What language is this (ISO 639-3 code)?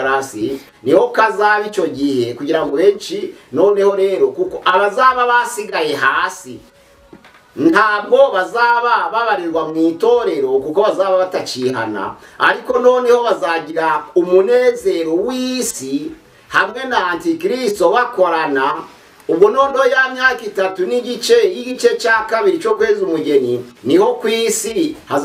kin